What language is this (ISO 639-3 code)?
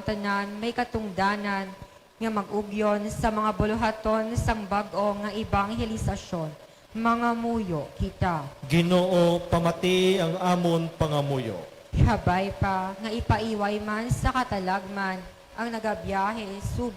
hil